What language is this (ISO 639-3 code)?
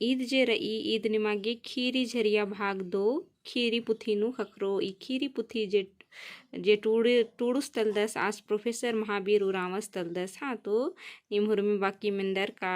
kru